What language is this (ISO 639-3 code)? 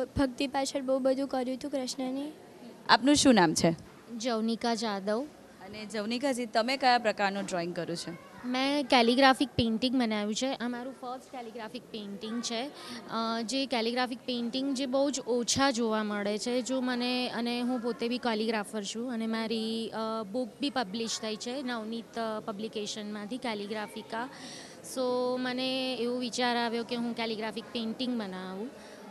guj